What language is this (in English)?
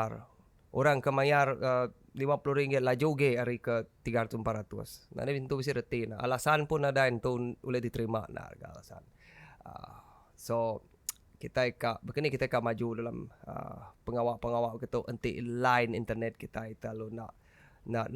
Iban